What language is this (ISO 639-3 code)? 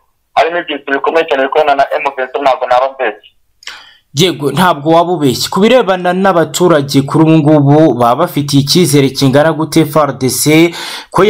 kin